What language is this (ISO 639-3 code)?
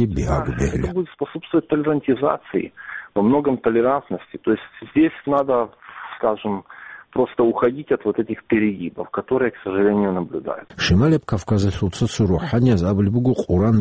ava